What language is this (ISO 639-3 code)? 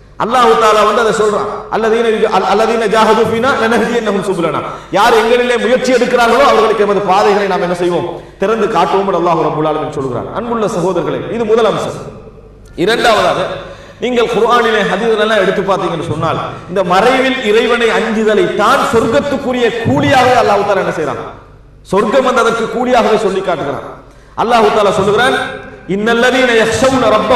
tam